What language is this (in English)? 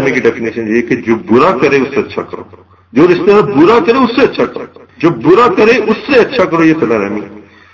Urdu